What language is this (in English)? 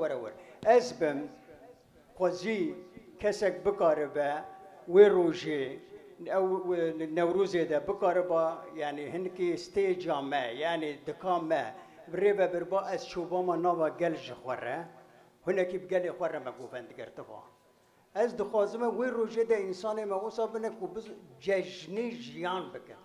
Kurdish